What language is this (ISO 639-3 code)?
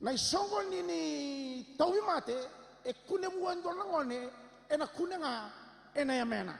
fij